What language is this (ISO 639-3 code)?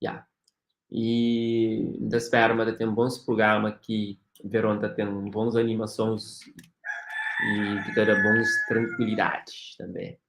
kea